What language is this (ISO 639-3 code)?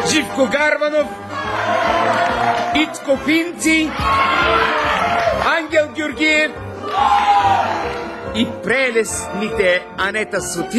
bul